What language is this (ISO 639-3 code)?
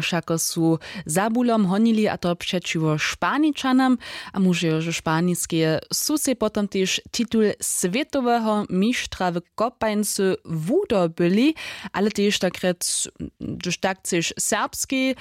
hsb